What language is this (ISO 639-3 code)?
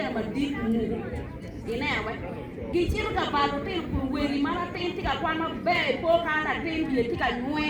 ach